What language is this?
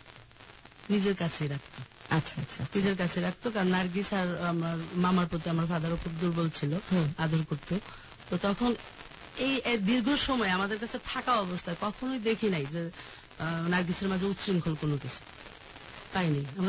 Bangla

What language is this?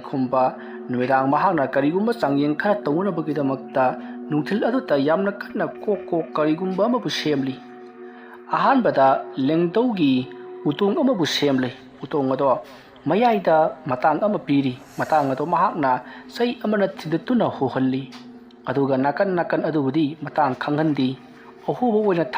Manipuri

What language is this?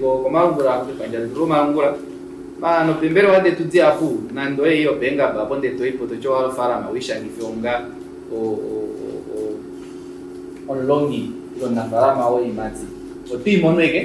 Kuanyama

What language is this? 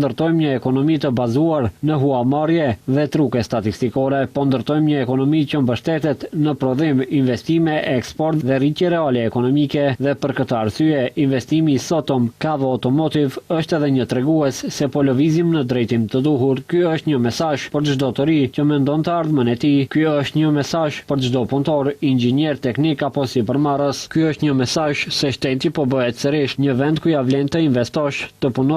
Albanian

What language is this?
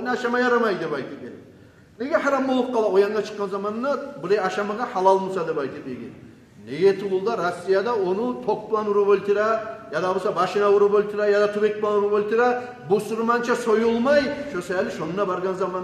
Kumyk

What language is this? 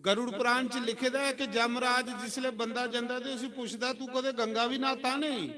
Dogri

